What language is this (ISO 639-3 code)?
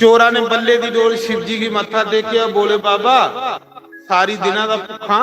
doi